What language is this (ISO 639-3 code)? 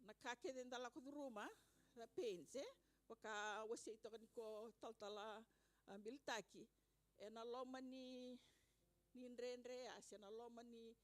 fij